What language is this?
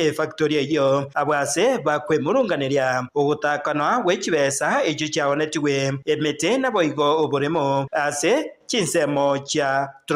Gusii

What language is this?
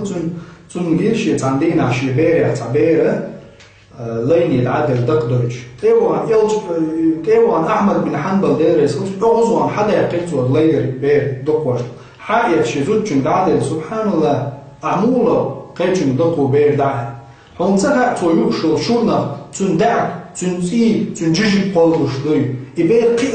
Chechen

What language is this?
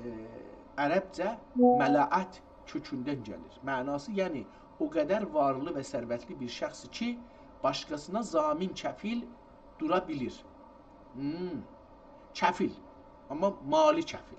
South Azerbaijani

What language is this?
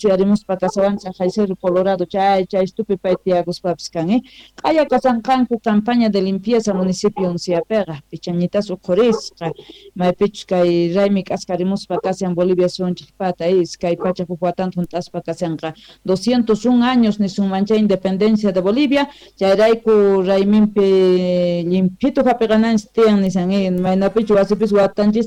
Quechua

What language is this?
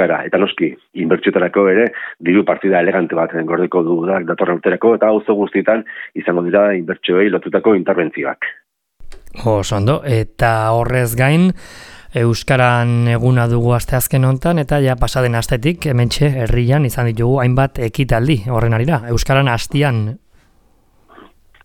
Basque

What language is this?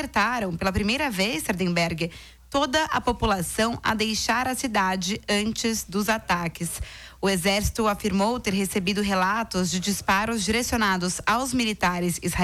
Portuguese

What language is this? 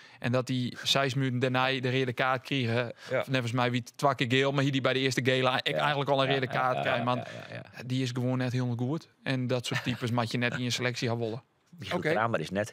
Western Frisian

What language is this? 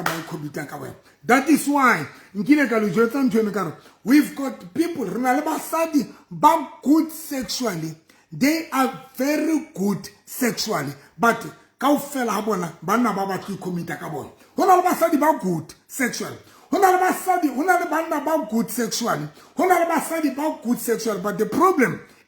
Southern Sotho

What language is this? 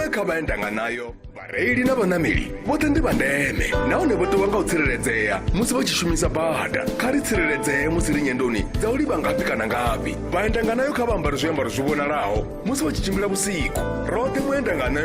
Venda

